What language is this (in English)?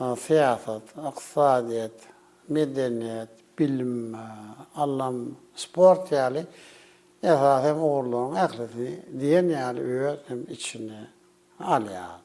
Turkmen